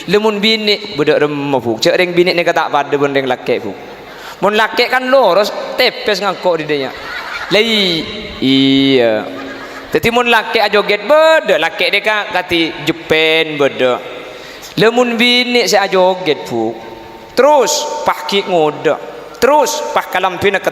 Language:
Madurese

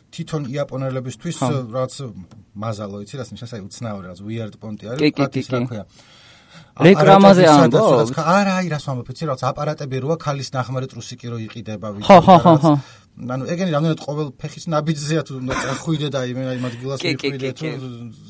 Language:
Georgian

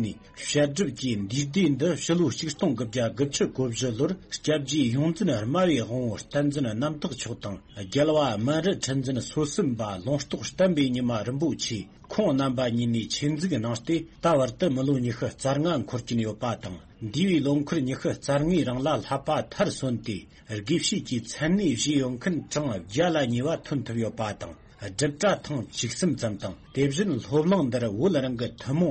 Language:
Tibetan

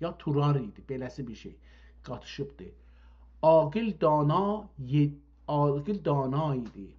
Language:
South Azerbaijani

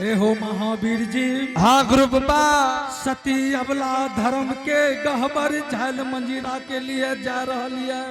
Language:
Angika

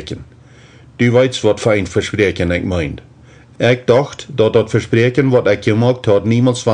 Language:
Plautdietsch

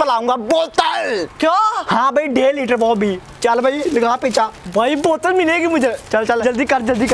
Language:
Hindi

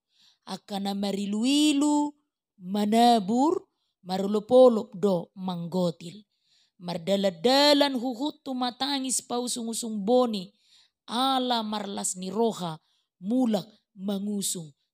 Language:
Batak Toba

